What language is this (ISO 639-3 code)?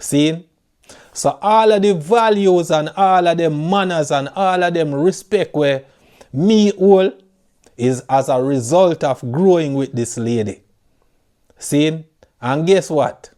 jam